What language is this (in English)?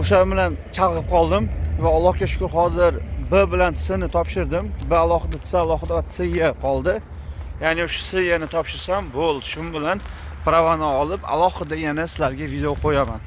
Uzbek